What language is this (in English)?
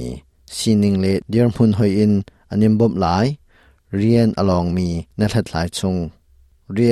Hakha Chin